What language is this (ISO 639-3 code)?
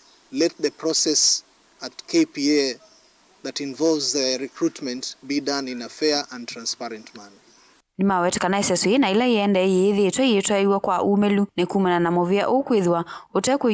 kam